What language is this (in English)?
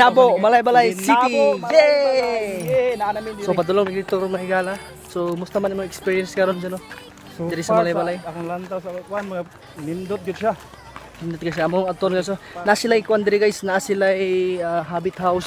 Cebuano